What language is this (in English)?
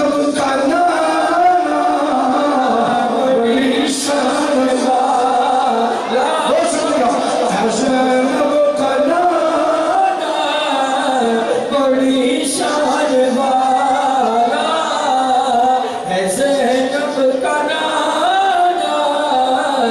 Urdu